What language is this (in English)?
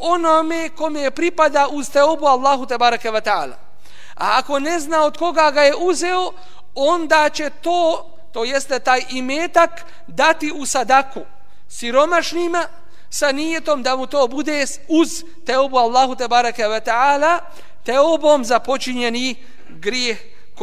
Bosnian